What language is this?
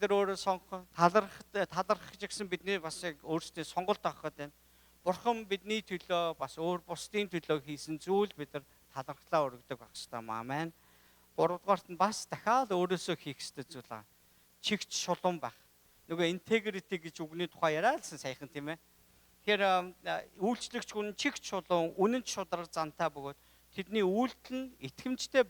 Mongolian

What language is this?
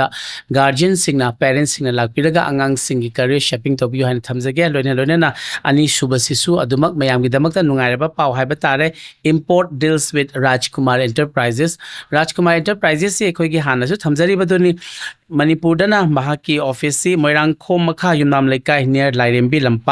Manipuri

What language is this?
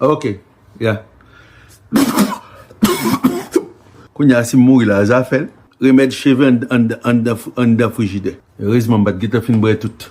Haitian Creole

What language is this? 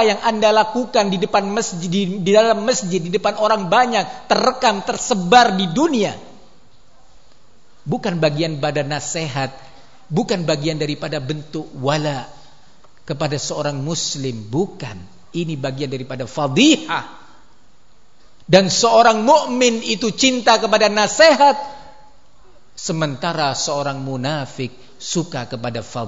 Indonesian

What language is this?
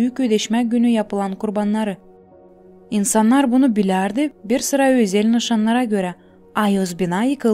Gagauz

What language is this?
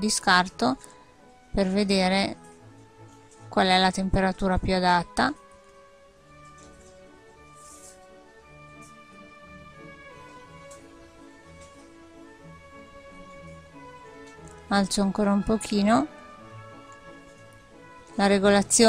Italian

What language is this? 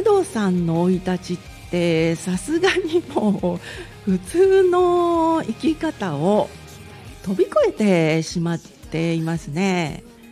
Japanese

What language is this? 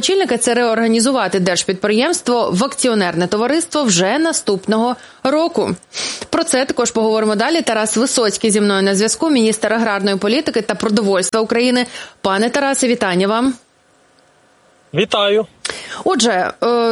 Ukrainian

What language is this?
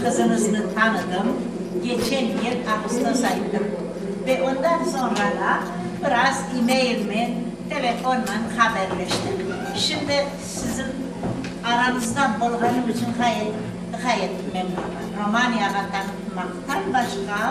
Crimean Tatar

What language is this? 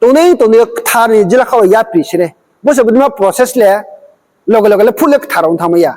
Riang (India)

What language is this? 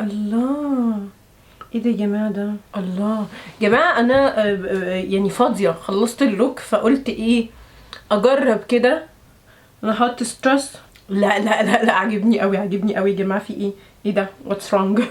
Egyptian Arabic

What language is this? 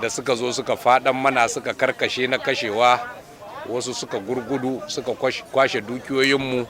Hausa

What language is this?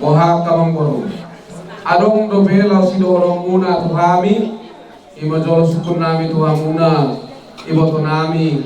Batak Toba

